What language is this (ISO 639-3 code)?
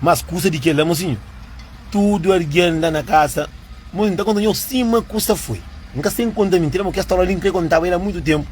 kea